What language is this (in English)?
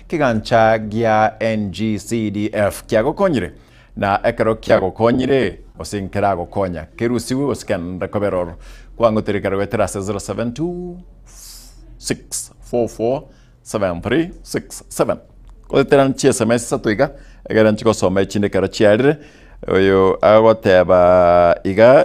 Gusii